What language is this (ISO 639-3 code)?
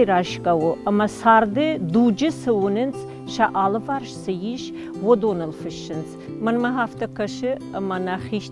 oss